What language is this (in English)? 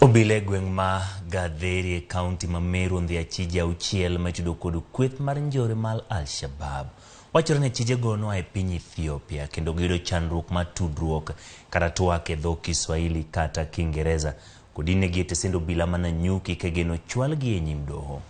Luo (Kenya and Tanzania)